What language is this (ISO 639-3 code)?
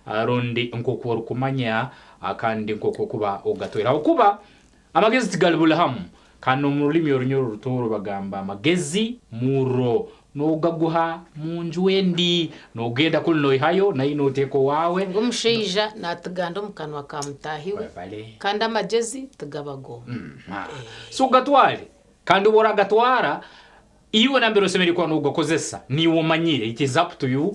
nyn